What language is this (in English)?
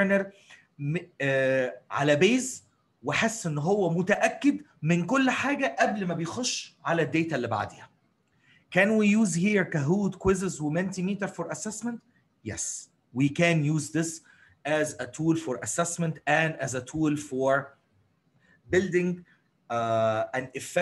Egyptian Arabic